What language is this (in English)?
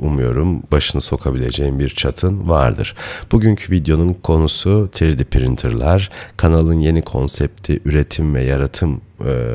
Turkish